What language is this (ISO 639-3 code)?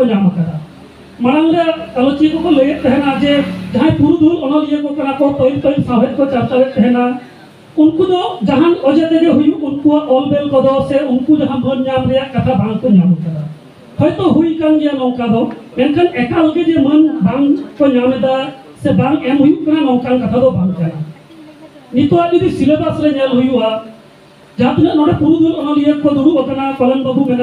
sat